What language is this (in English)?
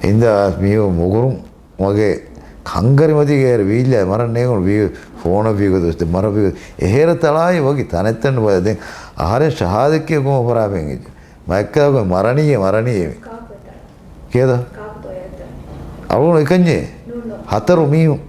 Divehi